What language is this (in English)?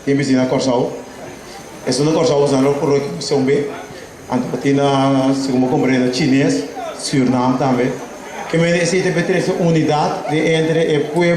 Papiamento